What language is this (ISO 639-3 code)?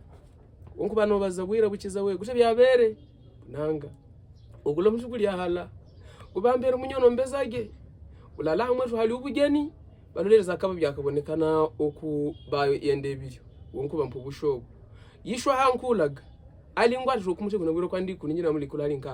hav